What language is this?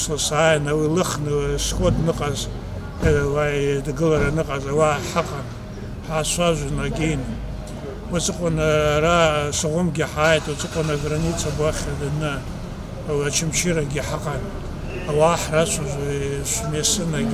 Abkhazian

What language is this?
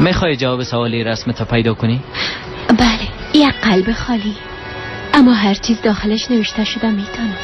Persian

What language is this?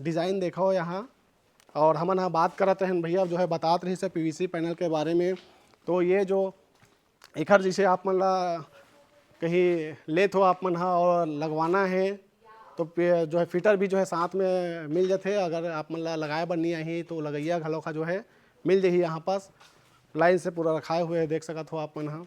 Chhattisgarhi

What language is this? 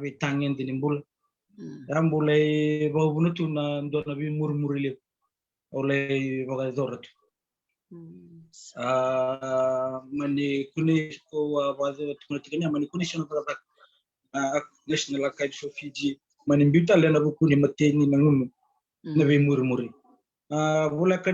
Fijian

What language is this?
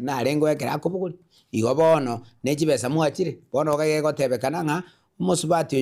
Gusii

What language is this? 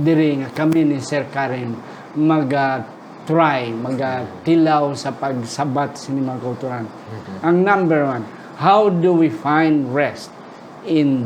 Hiligaynon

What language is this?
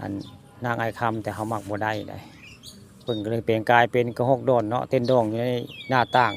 Northeastern Thai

